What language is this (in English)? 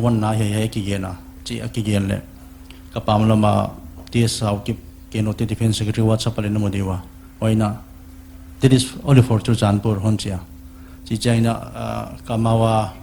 Paite Chin